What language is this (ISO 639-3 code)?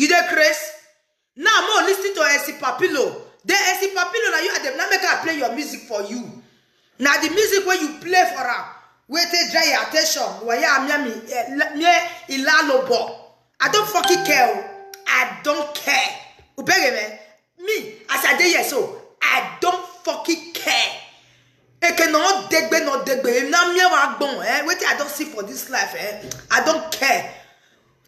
pcm